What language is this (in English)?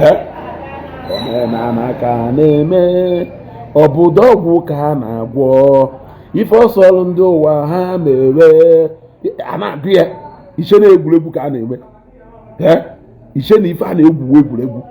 Igbo